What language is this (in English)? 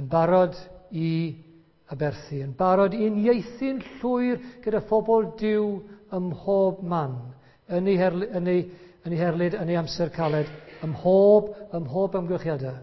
Welsh